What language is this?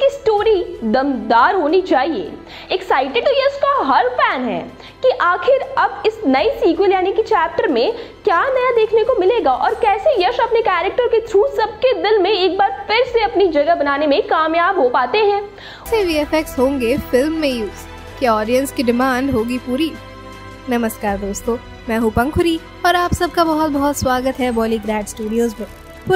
Hindi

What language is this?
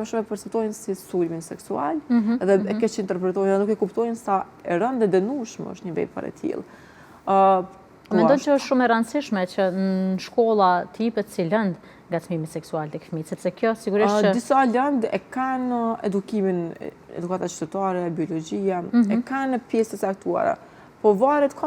Albanian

